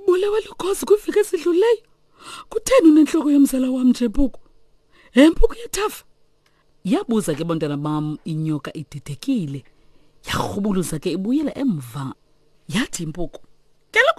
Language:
Xhosa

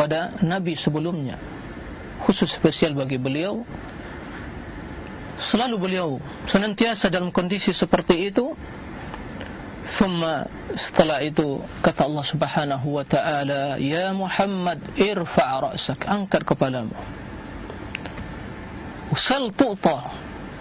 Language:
Indonesian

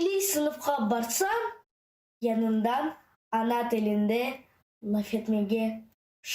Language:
Crimean Tatar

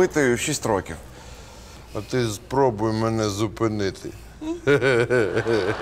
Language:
Ukrainian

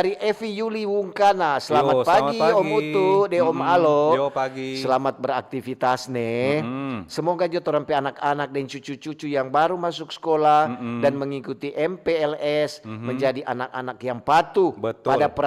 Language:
Manado Malay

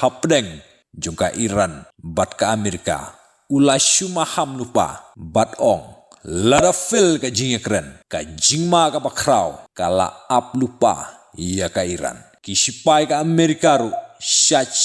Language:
Khasi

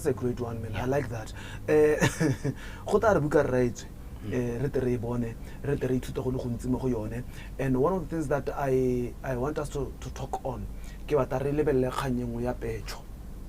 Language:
Tswana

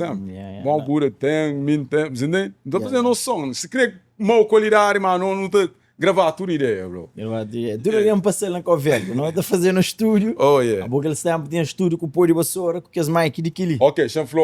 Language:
Kabuverdianu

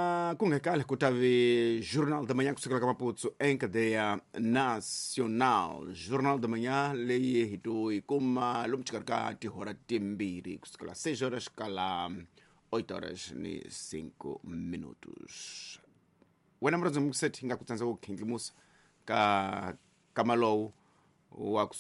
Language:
Tsonga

